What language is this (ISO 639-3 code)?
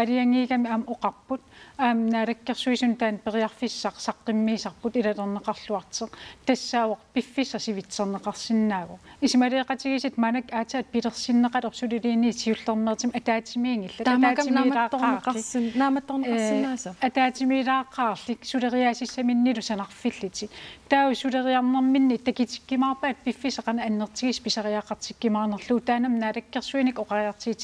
kal